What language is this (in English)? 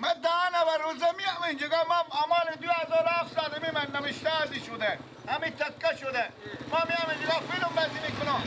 Persian